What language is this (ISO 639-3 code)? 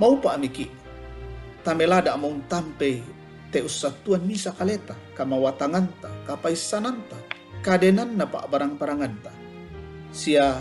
sda